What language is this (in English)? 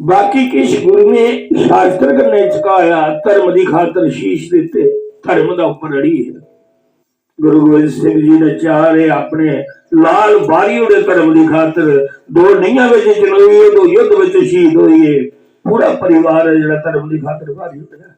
Dogri